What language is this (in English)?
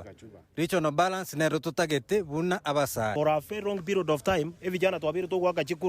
Gusii